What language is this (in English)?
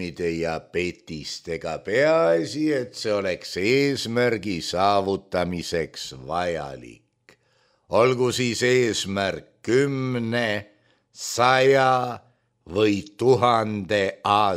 Estonian